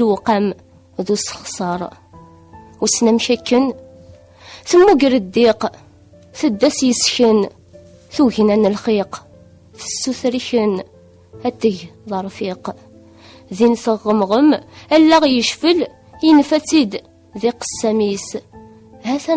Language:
Kabyle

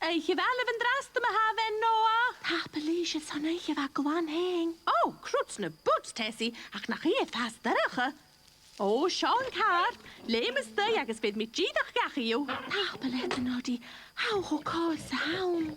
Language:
Scottish Gaelic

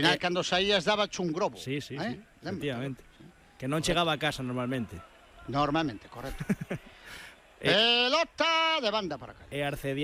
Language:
Galician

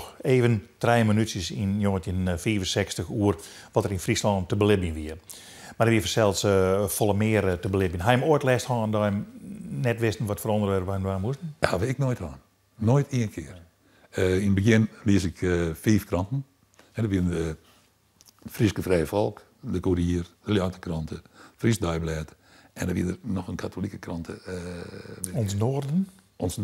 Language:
Western Frisian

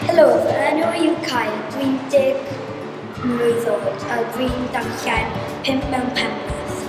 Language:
Welsh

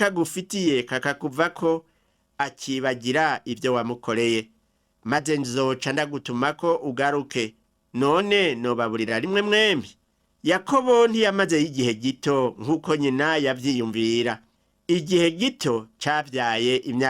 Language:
Rundi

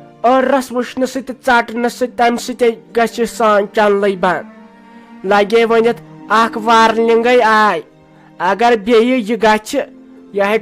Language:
Kashmiri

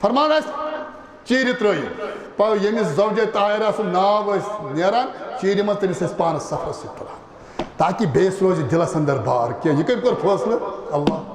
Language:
Kashmiri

